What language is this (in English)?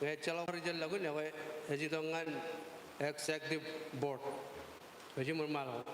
Marshallese